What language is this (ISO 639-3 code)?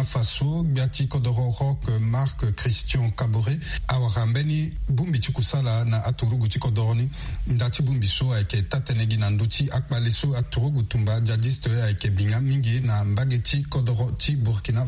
sag